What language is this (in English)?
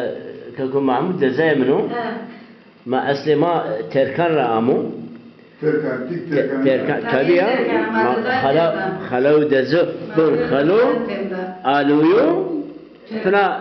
Zaza